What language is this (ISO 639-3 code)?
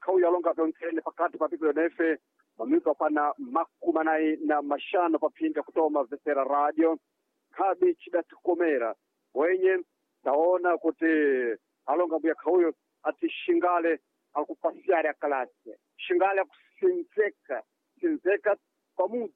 seh